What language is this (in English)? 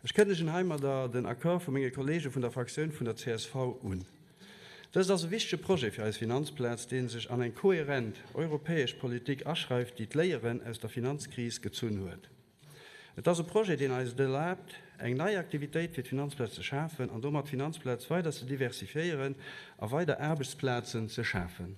Luxembourgish